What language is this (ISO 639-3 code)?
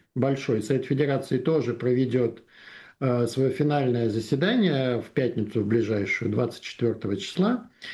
rus